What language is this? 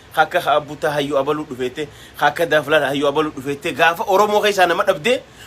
Oromo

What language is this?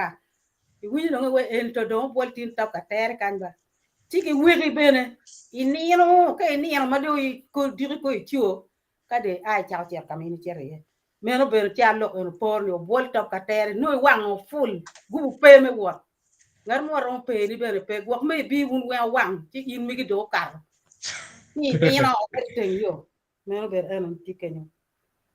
Acoli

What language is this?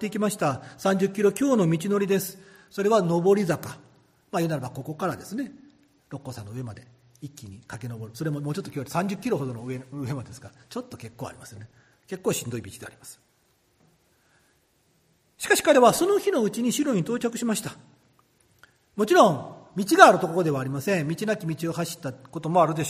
Japanese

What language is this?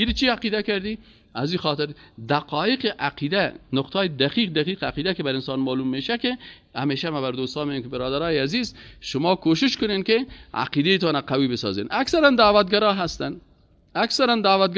Persian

